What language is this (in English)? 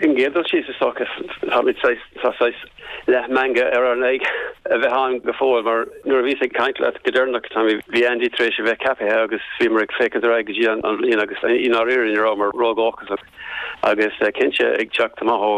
Irish